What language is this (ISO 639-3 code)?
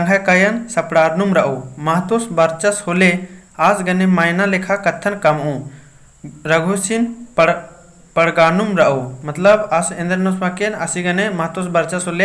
kru